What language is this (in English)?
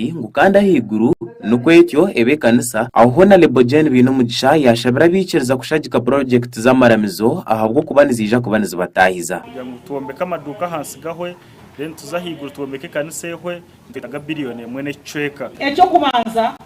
Nyankole